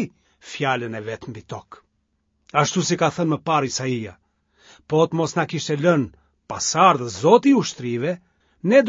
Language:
Albanian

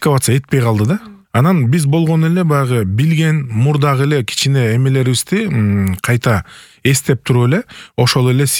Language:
Kyrgyz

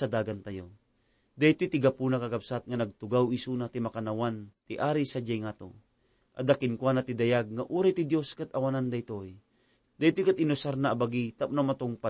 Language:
Iloko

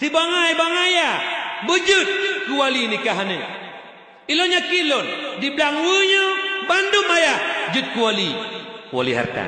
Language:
Achinese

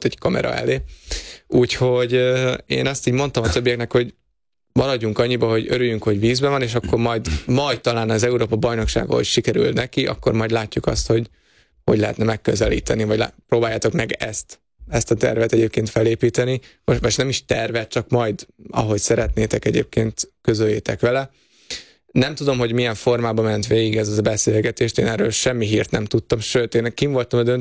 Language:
Hungarian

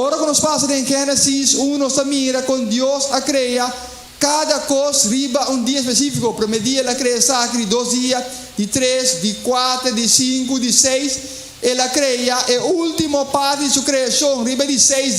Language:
Papiamento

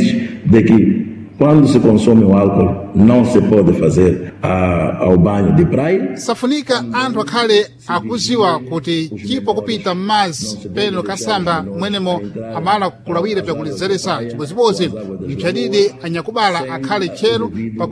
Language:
Sena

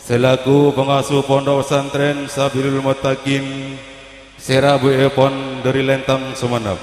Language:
Madurese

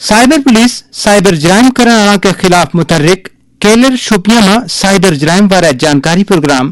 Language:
Gujari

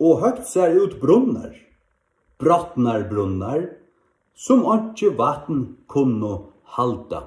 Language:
Faroese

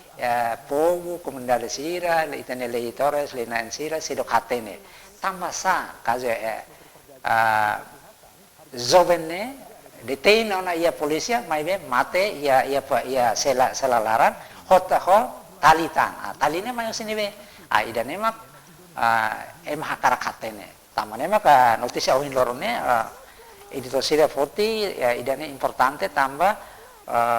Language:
Tetum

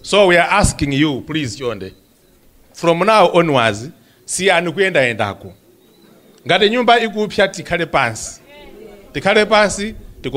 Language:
Nyanja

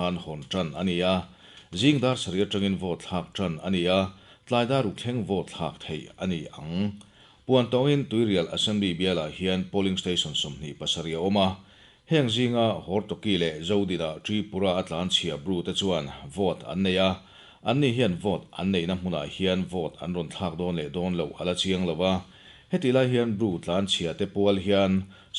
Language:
Mizo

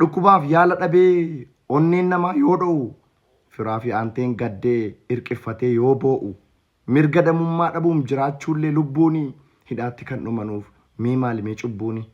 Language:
Oromo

